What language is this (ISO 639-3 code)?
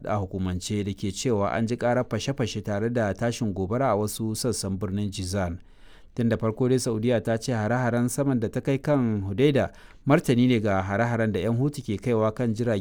hau